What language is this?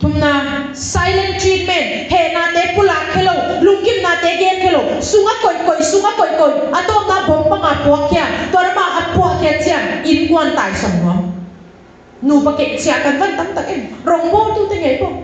Tedim Chin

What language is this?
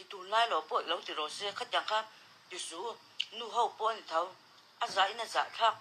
Mizo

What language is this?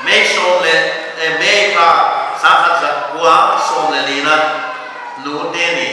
Paite Chin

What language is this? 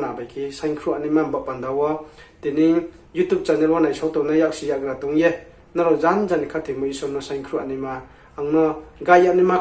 Riang (India)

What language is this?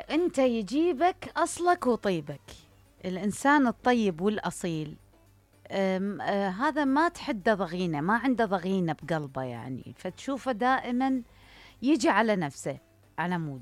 Mesopotamian Arabic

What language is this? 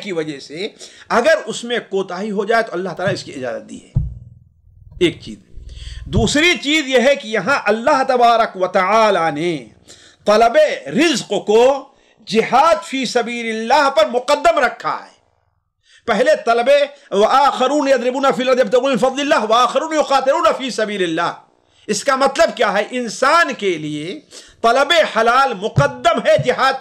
Urdu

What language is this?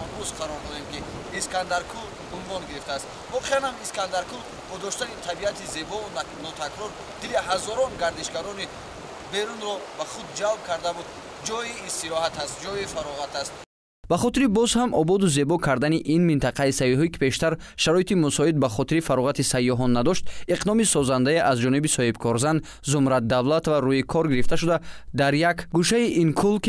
Tajik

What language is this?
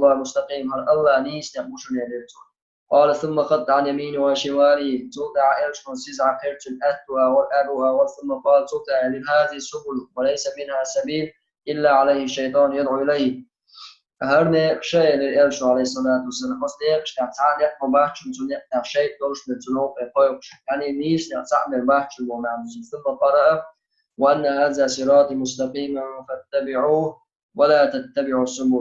Chechen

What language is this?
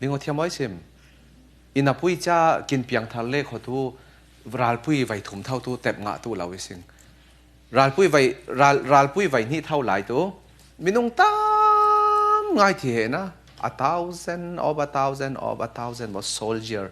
Falam Chin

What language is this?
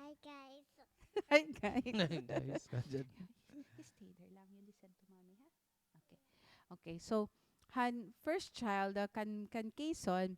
Waray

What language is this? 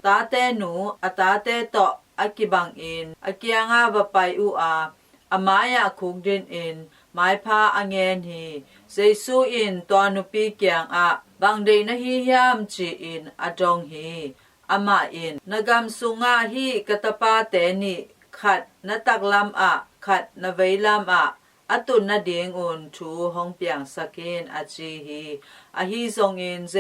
Tedim Chin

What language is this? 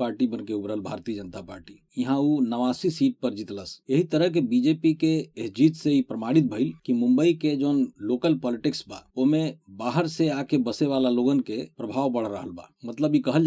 Bhojpuri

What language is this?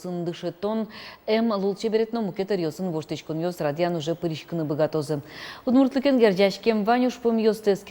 Udmurt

